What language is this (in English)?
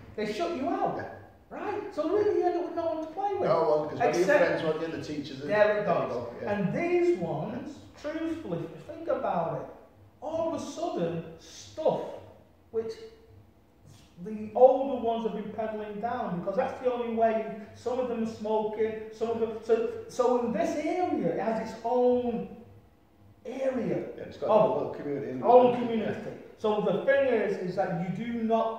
English